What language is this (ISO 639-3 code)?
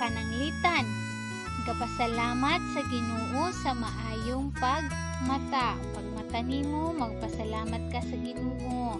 ceb